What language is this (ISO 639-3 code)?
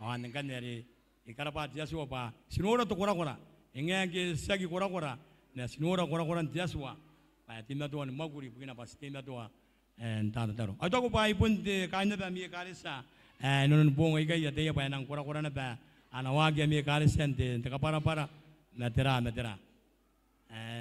gil